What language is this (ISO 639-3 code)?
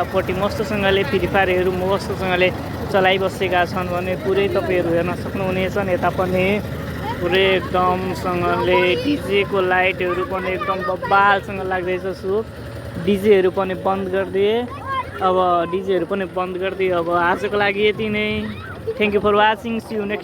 nep